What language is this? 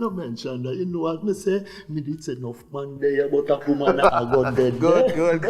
Jamaican Creole English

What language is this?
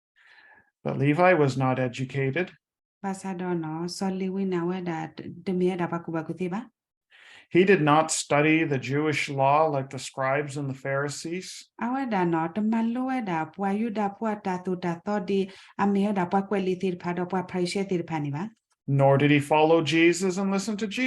S'gaw Karen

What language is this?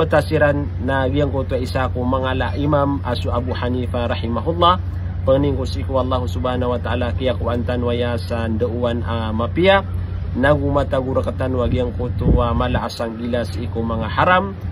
Maranao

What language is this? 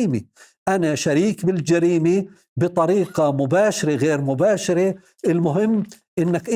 North Levantine Arabic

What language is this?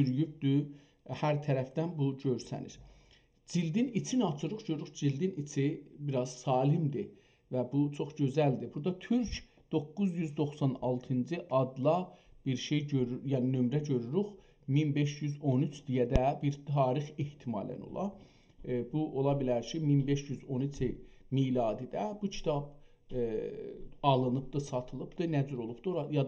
South Azerbaijani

